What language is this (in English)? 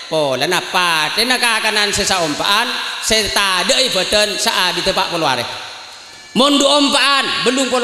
Madurese